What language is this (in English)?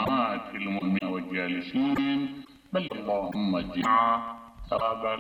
Mesopotamian Arabic